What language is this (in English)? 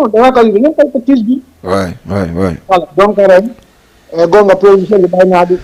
Fula